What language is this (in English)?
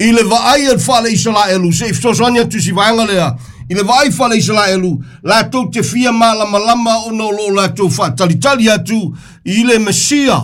Samoan